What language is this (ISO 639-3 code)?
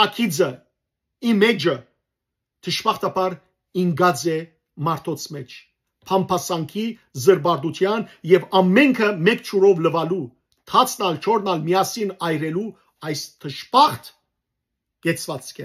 hyw